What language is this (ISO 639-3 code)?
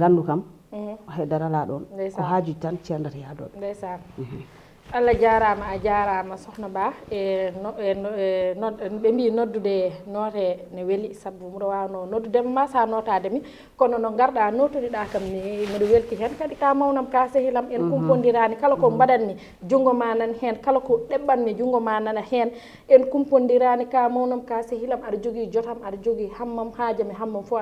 ful